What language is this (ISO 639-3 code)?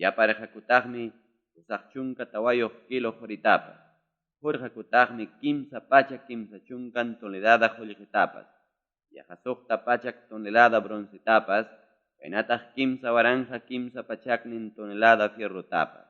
quy